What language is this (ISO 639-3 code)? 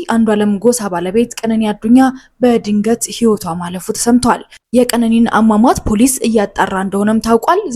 amh